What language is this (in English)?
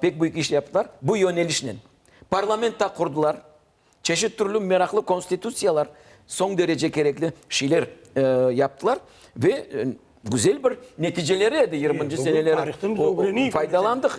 Crimean Tatar